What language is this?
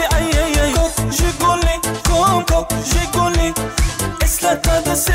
Turkmen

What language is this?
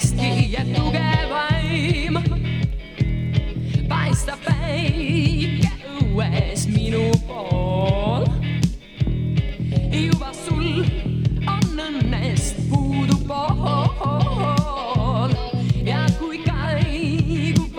Estonian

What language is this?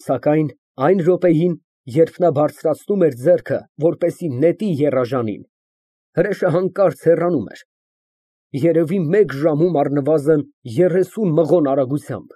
Armenian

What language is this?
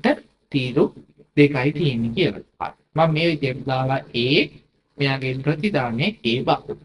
Sinhala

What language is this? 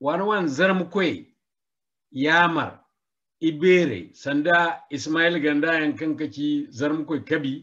Zarma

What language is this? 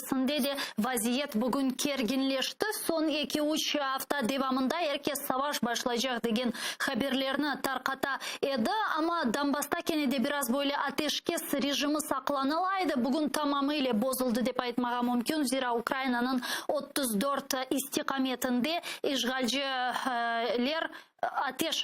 Crimean Tatar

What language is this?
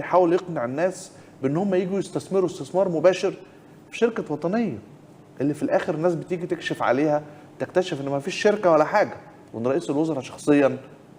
Egyptian Arabic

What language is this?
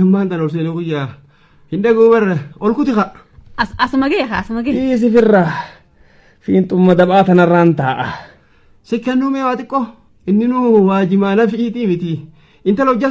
Oromo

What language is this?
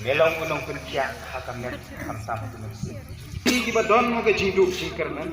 Khasi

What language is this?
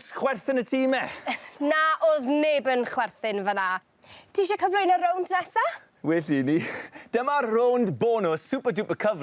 Welsh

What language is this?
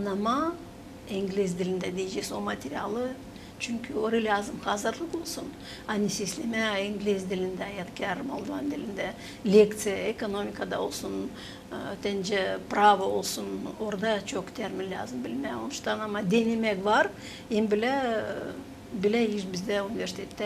Gagauz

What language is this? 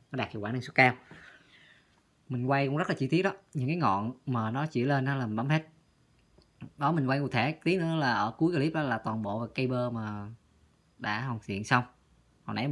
Vietnamese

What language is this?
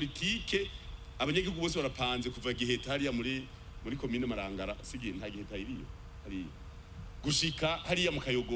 Rundi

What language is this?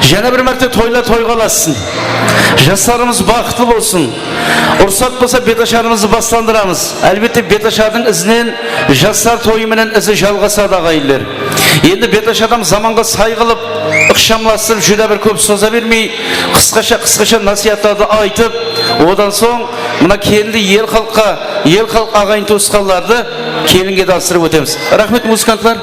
Kara-Kalpak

